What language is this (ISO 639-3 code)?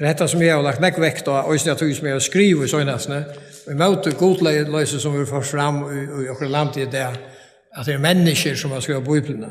fao